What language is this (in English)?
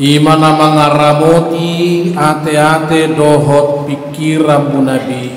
Batak Toba